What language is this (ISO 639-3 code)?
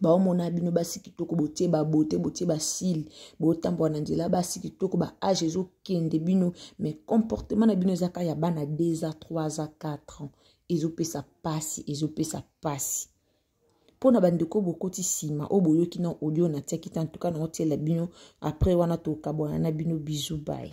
lin